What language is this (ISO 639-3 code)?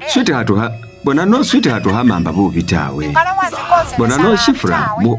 myx